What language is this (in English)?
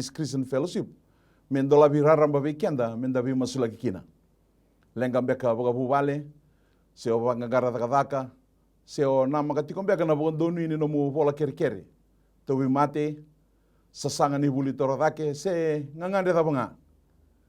Fijian